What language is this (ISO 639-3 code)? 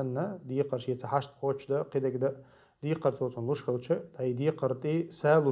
che